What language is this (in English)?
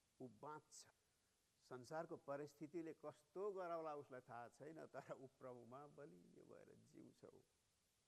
Nepali